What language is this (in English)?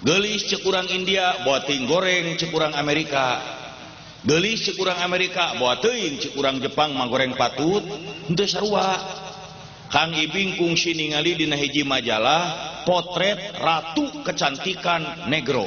Sundanese